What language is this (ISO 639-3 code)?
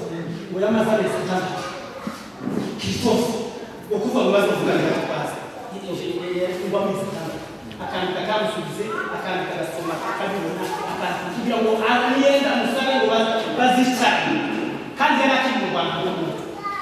kin